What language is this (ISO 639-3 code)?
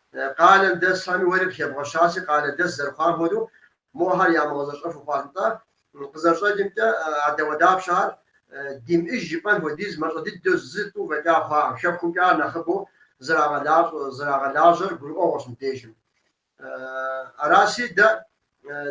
kbd